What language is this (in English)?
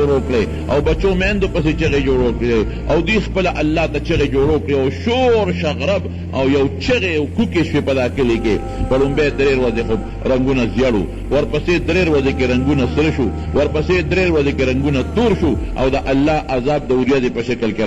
Pashto